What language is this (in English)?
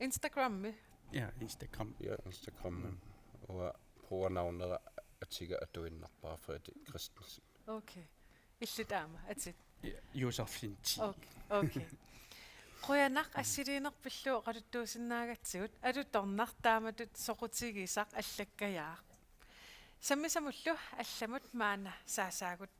Kalaallisut